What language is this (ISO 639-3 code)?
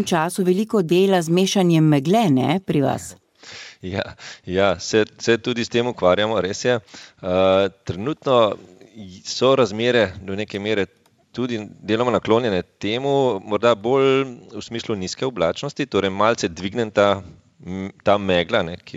slv